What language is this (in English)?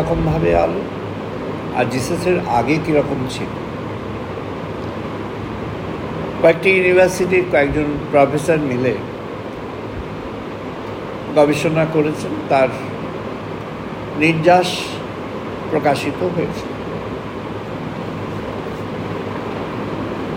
Bangla